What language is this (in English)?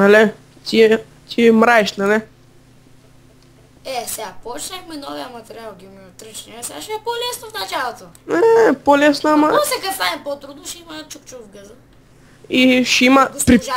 Bulgarian